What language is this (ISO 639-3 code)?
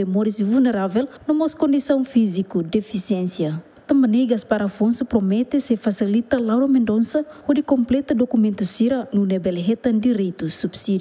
tet